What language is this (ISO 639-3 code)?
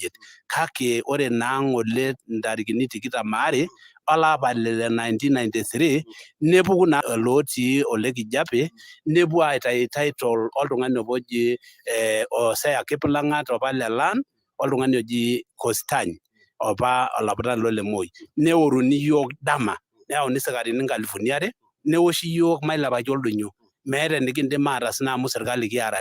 mas